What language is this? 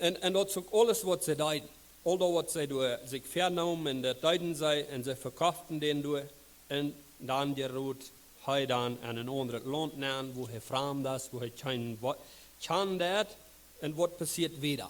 Plautdietsch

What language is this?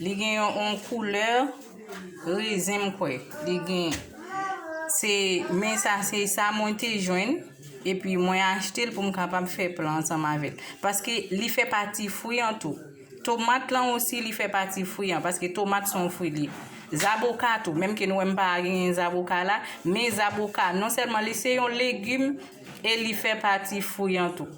Haitian Creole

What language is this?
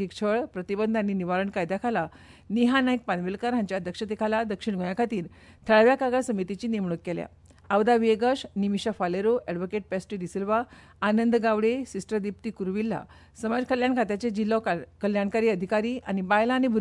Konkani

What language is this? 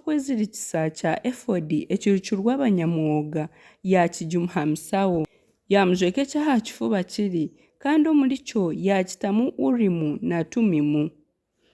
Nyankole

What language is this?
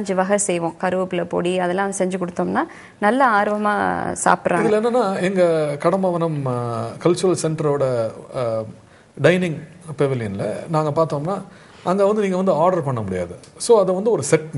Tamil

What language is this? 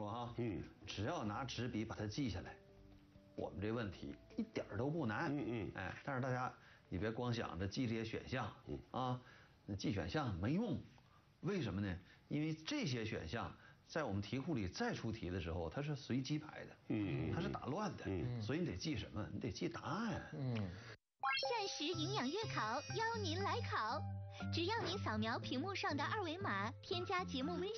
Chinese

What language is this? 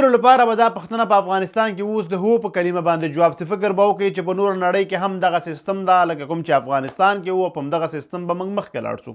Pashto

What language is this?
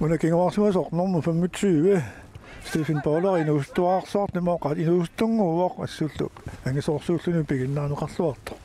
Kalaallisut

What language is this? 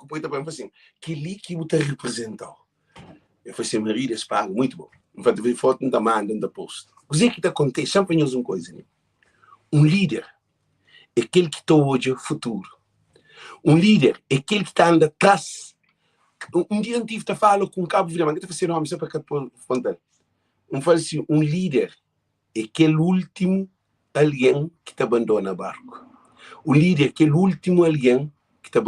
Kabuverdianu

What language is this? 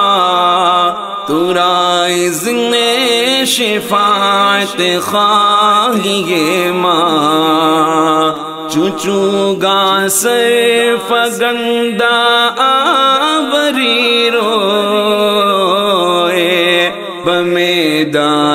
Urdu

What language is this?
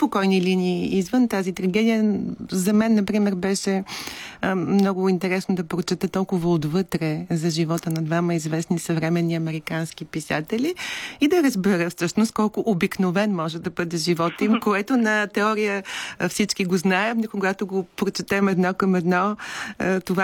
Bulgarian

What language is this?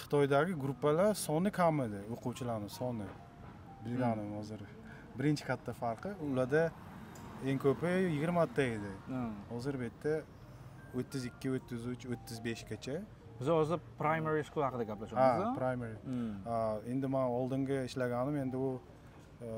Uzbek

